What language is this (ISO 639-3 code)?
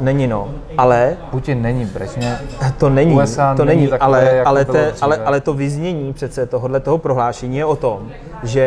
ces